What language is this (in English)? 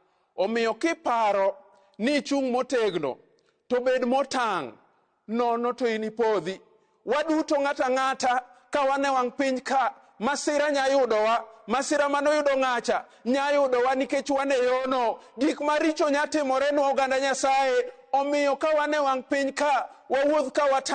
Luo (Kenya and Tanzania)